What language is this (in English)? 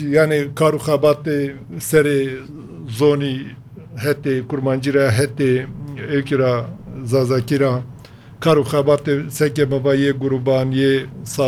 Kurdish